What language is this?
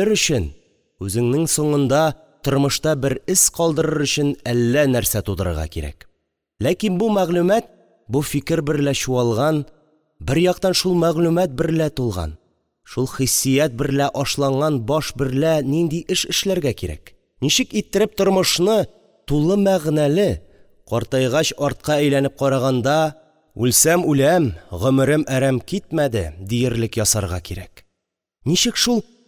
Tatar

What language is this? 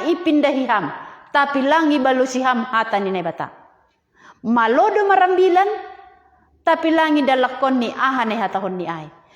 Batak Simalungun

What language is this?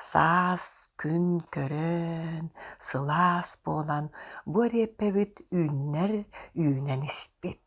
Yakut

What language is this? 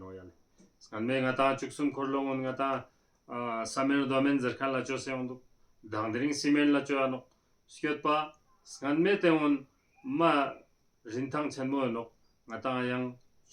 Ladakhi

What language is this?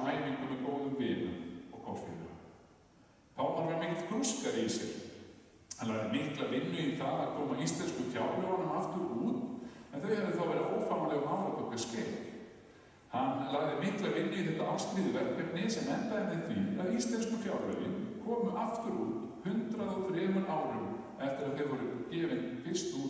Icelandic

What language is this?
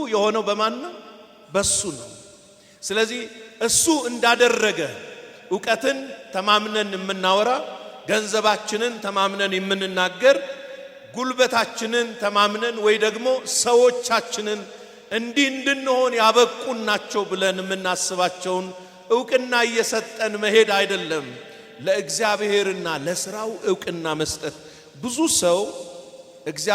Amharic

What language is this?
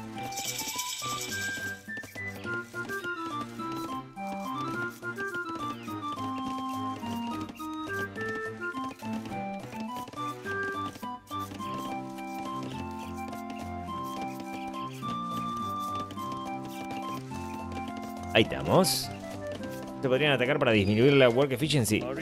Spanish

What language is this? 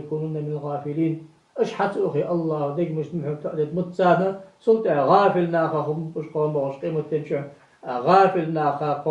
Ingush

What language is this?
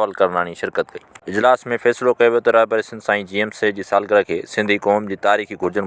Sindhi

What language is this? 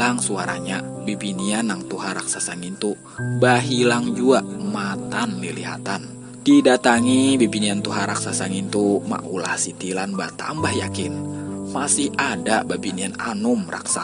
Banjar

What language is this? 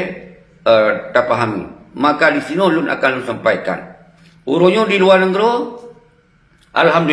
Achinese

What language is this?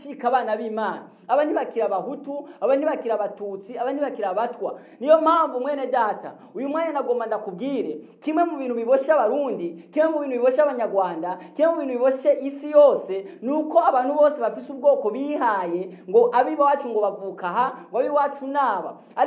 Rundi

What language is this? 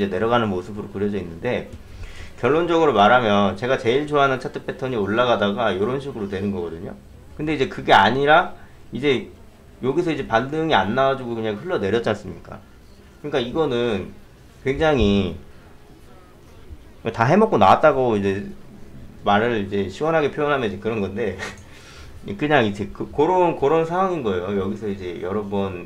Korean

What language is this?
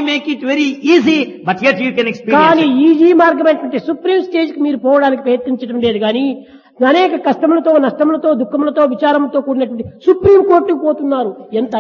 Telugu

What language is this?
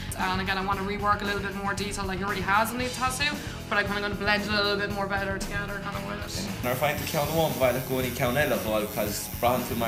Irish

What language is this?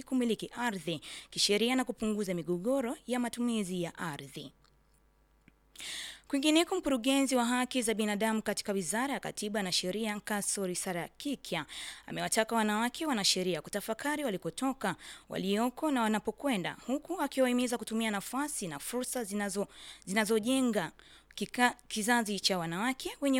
Swahili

